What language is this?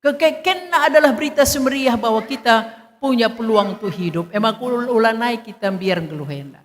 Batak Karo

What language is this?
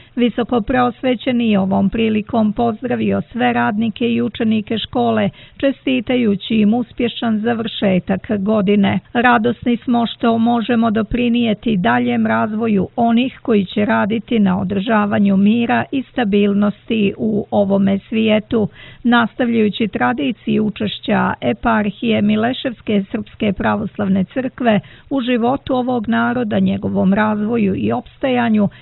Serbian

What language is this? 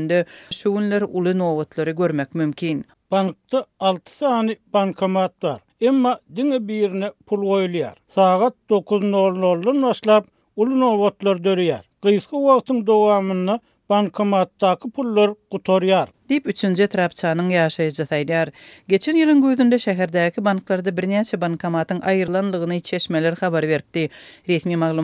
Turkmen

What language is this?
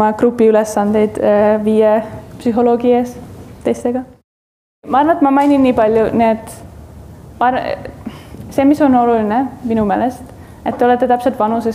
Estonian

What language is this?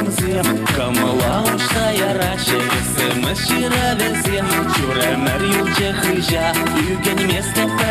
Chuvash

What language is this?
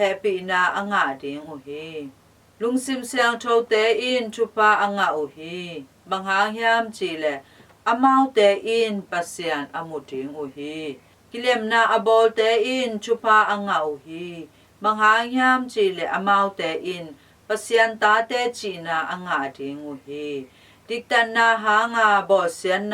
Tedim Chin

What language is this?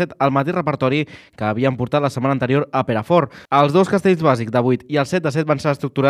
Catalan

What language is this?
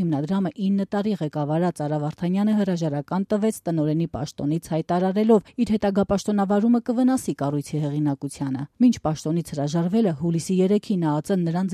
Armenian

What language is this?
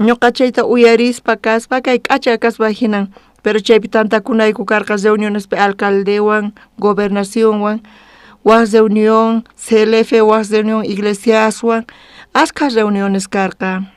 South Bolivian Quechua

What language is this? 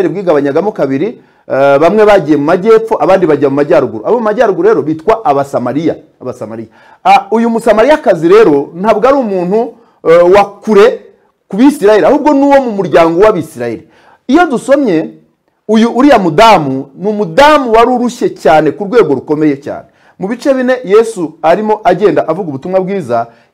Kinyarwanda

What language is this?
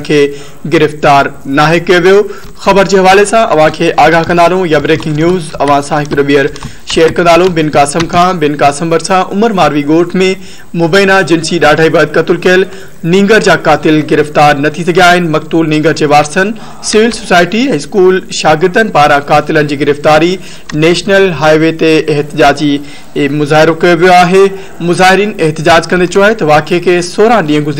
Sindhi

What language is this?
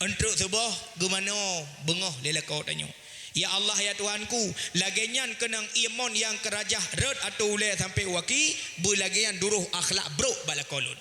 Achinese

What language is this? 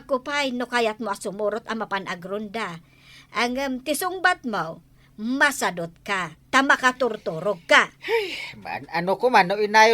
Iloko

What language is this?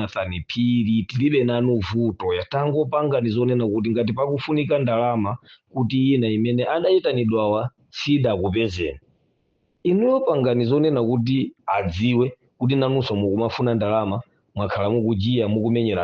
Nyanja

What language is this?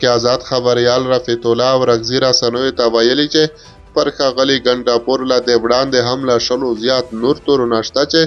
Pashto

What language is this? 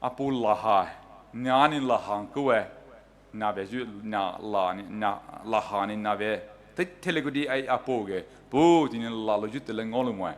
Poumei Naga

